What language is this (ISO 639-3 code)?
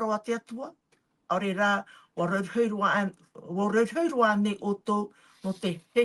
tah